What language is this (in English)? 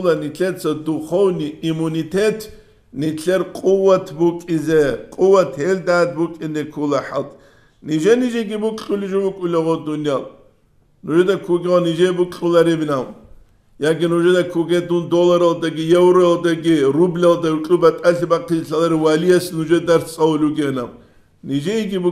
Avaric